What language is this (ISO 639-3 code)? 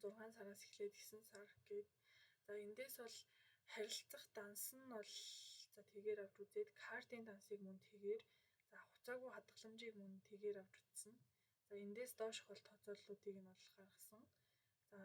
mon